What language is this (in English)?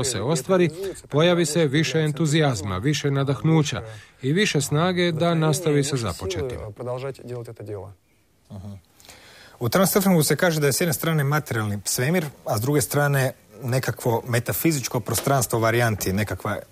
Croatian